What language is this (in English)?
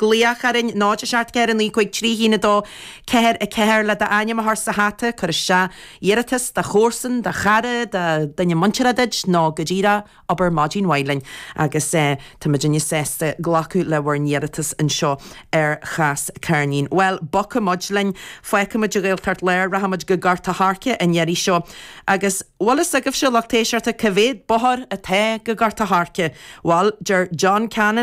Irish